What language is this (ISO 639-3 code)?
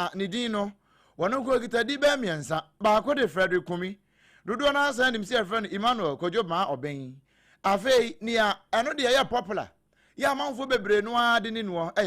aka